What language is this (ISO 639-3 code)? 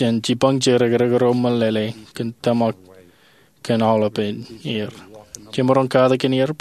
mah